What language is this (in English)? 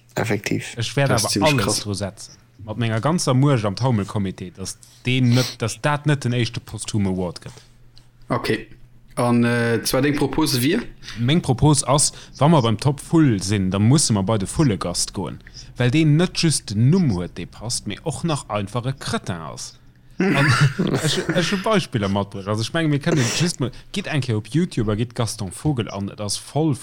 Luxembourgish